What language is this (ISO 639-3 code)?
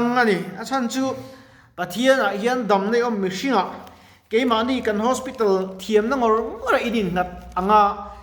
lus